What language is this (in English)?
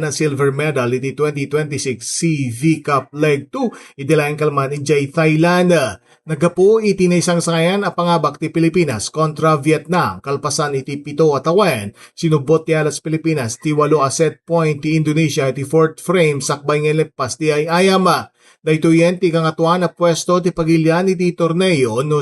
Iloko